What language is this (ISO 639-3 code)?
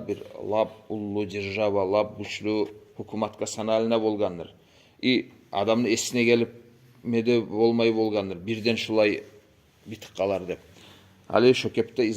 kum